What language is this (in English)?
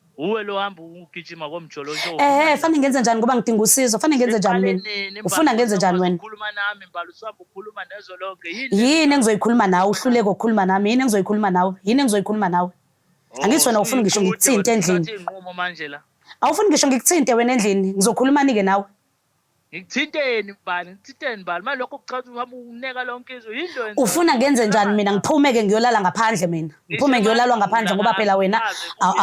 Zulu